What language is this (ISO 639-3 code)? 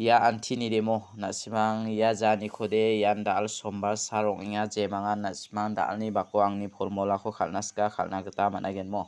grt